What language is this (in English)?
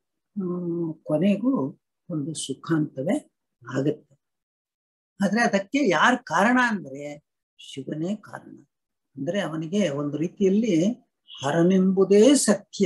Kannada